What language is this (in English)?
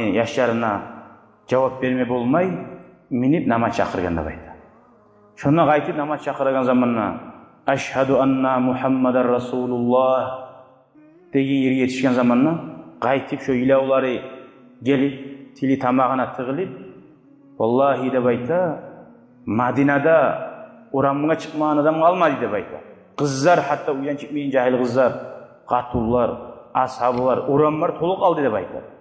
Kumyk